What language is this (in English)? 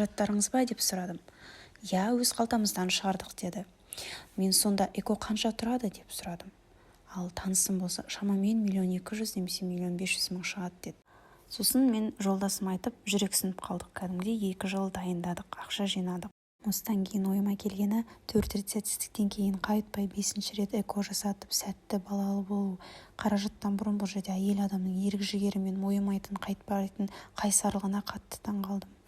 Kazakh